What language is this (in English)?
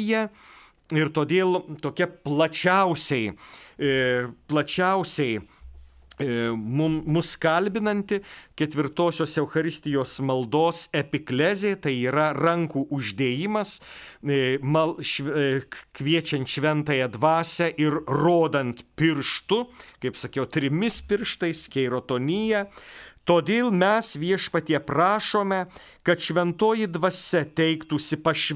Lithuanian